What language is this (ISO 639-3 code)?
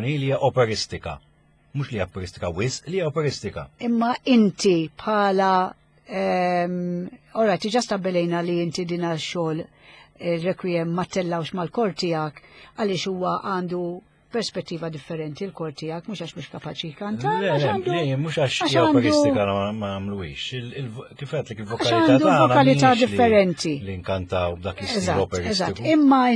mlt